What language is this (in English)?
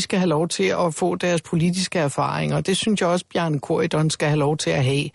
Danish